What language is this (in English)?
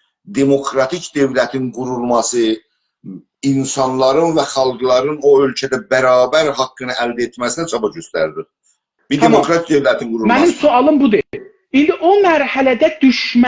South Azerbaijani